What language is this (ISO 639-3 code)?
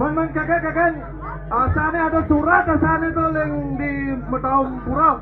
ban